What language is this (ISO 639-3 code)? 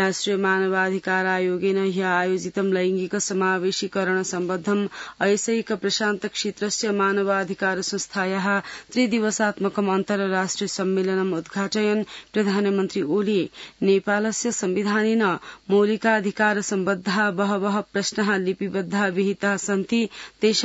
san